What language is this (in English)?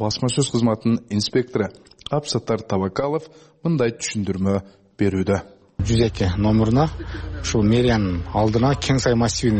Kyrgyz